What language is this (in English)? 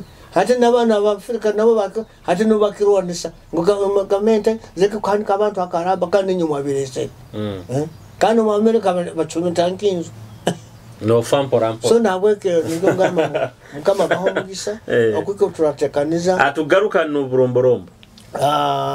Nyoro